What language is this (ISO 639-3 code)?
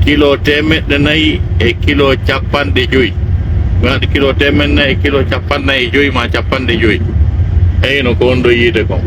fuf